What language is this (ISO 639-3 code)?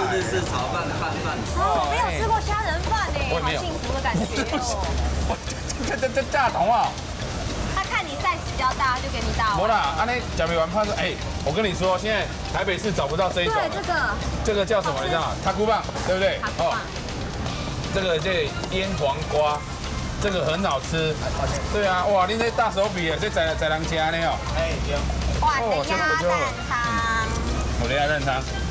zho